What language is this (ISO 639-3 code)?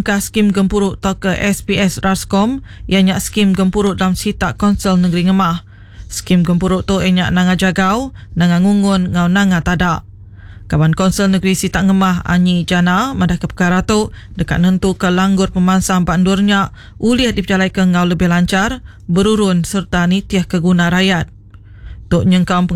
iba